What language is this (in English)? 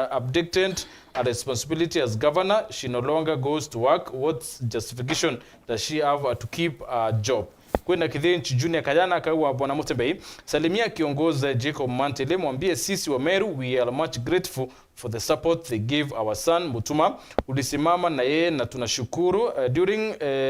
Meru